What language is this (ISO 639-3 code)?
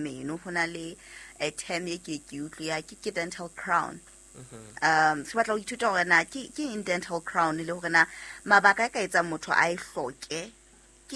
sot